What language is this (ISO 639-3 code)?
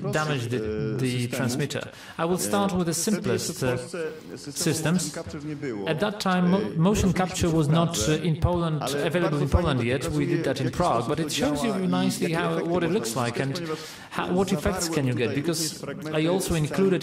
pol